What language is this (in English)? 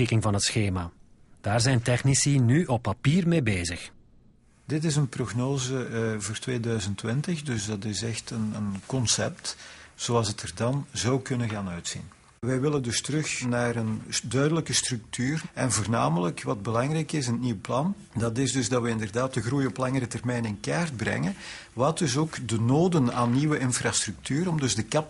Dutch